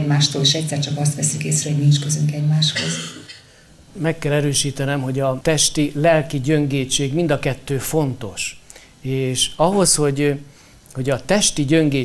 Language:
Hungarian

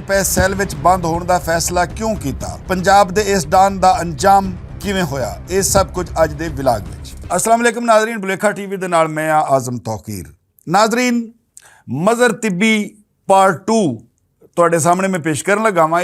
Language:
Western Panjabi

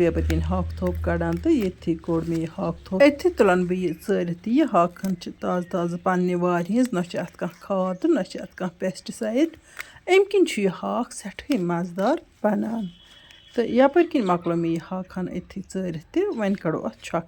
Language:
Kashmiri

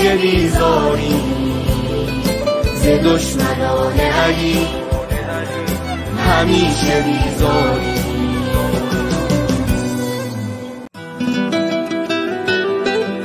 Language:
Persian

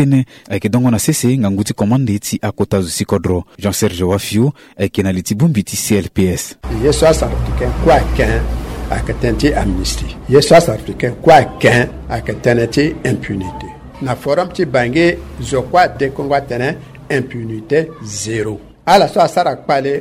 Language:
Sango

